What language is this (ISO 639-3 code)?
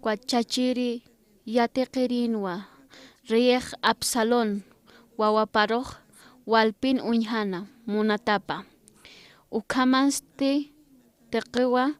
aym